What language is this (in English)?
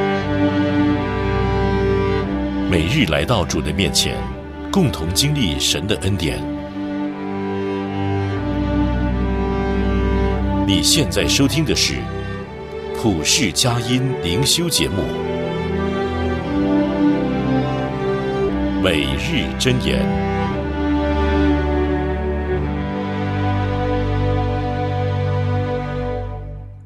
Chinese